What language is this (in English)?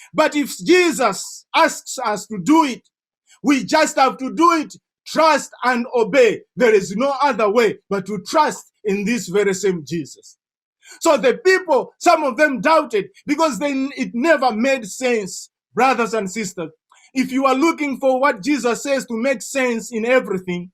English